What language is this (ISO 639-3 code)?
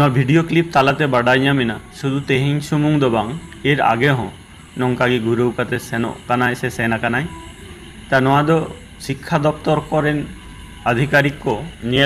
sat